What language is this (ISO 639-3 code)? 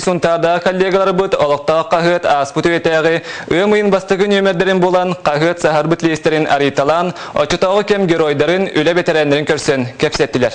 sah